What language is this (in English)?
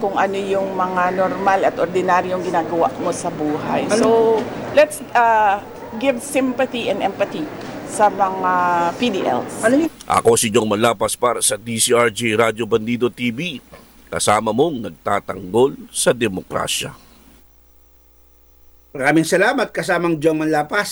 Filipino